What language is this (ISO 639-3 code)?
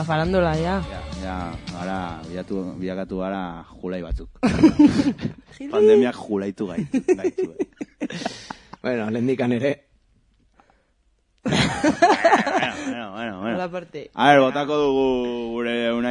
eus